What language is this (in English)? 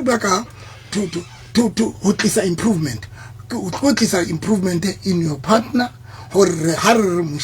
Southern Sotho